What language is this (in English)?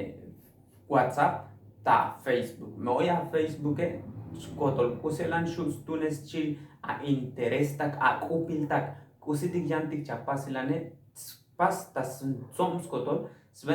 Tzotzil